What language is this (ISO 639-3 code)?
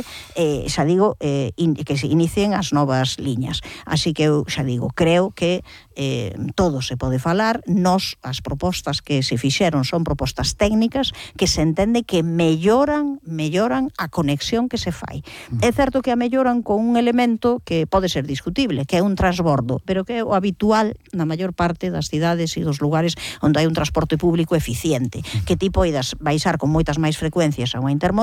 glg